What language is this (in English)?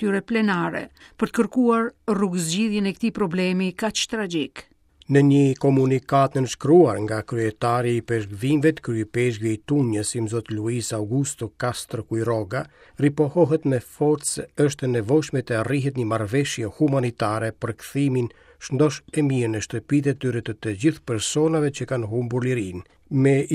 Albanian